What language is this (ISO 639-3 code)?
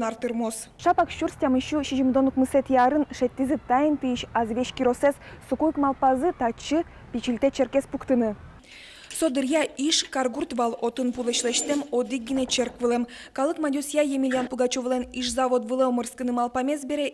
udm